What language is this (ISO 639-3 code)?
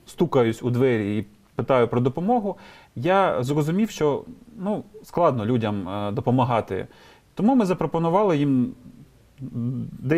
ukr